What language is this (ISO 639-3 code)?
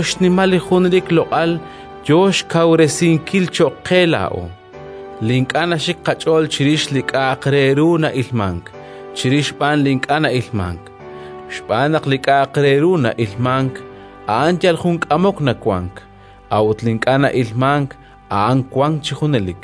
kek